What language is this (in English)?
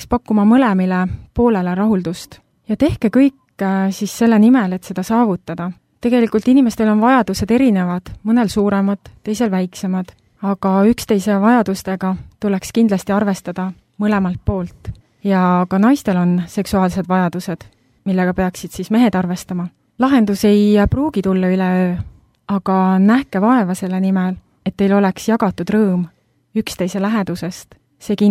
Estonian